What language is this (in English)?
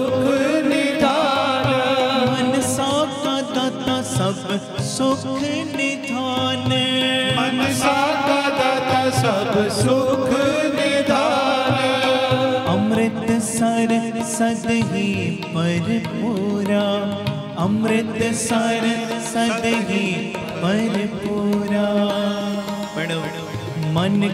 Punjabi